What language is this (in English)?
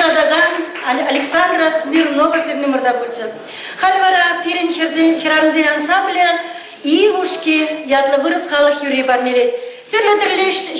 Chuvash